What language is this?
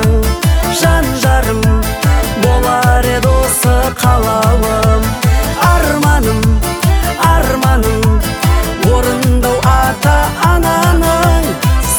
Kazakh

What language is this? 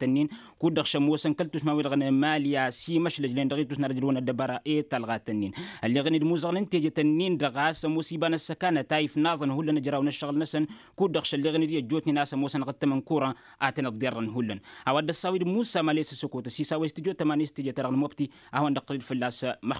Tamasheq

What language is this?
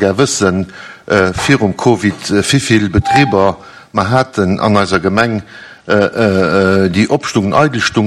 Luxembourgish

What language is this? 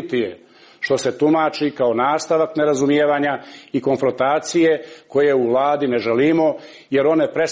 Serbian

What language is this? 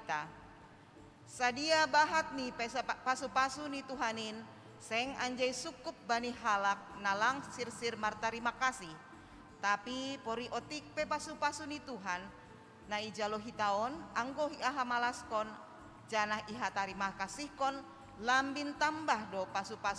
Batak Simalungun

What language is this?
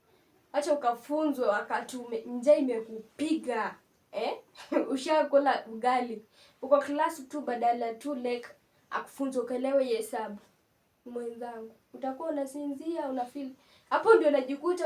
Swahili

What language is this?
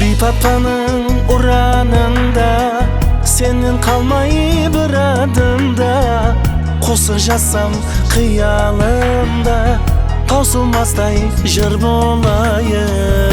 Kara-Kalpak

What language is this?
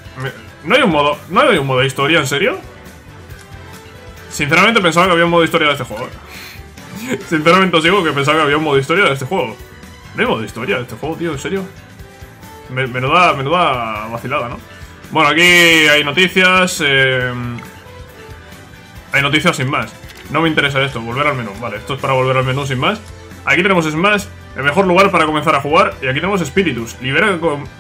Spanish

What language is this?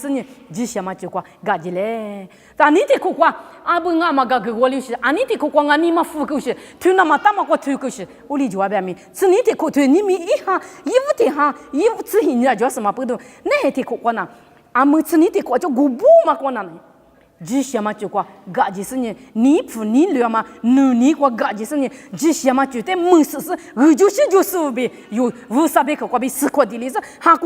Lisu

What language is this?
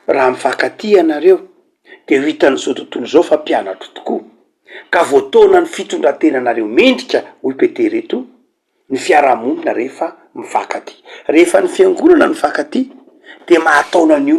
Malagasy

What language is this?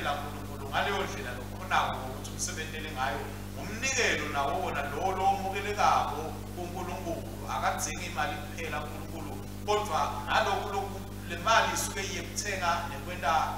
Swati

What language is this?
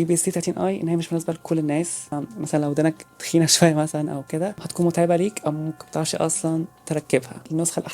Egyptian Arabic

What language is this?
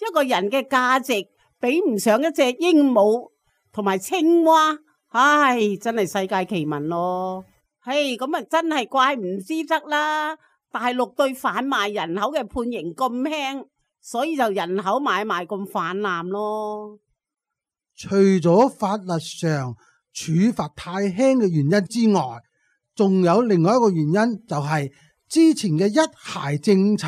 Cantonese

